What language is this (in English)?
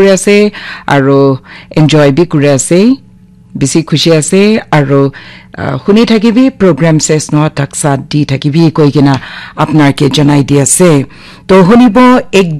Naga Pidgin